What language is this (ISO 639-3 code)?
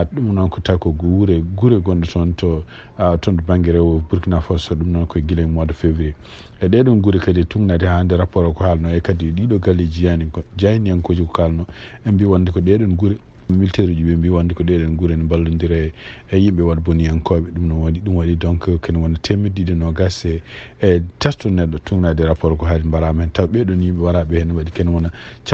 ful